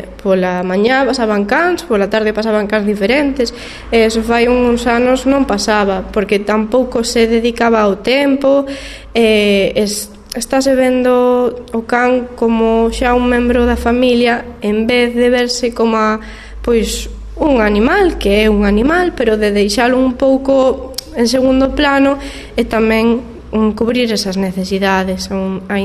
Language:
Galician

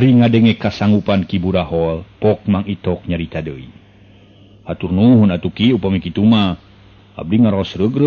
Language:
Sundanese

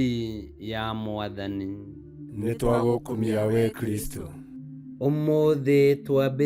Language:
Kikuyu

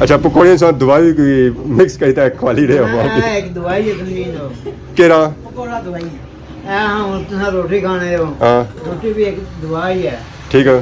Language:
Pahari-Potwari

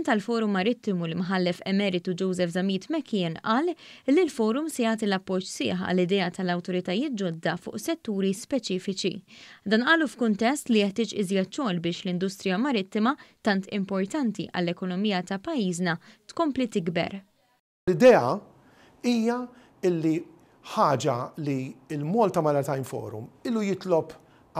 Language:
Maltese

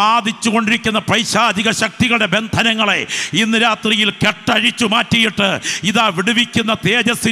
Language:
Malayalam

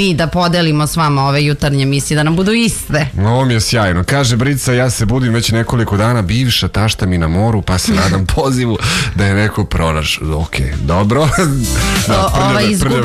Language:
Serbian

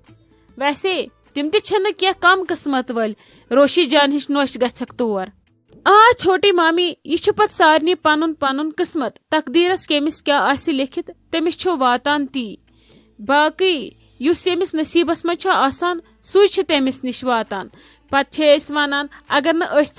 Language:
Kashmiri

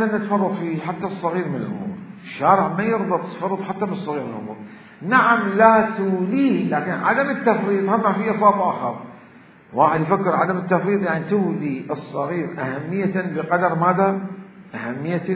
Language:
Mesopotamian Arabic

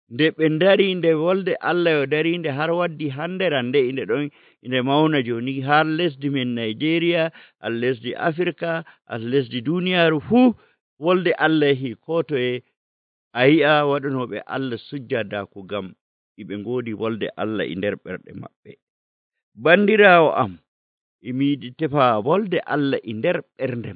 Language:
Nigerian Fulfulde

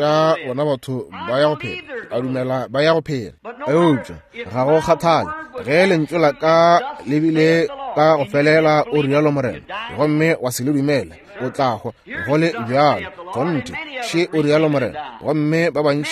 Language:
Northern Sotho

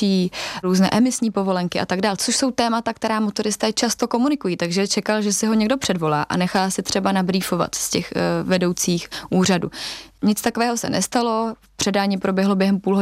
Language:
Czech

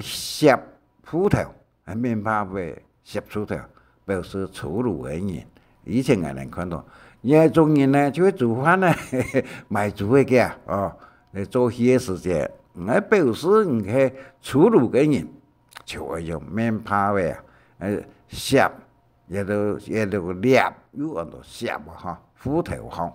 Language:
Hakka Chinese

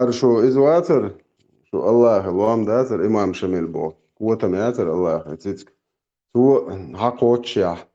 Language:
Chechen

